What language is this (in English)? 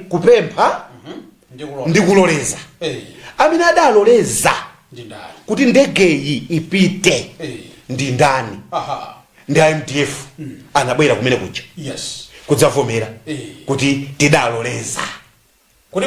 Nyanja